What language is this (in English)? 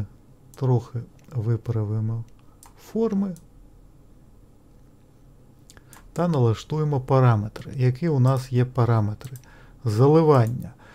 Ukrainian